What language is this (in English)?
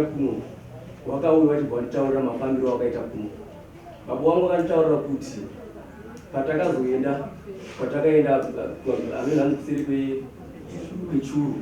Shona